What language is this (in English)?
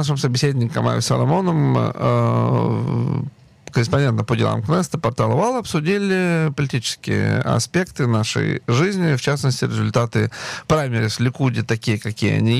Russian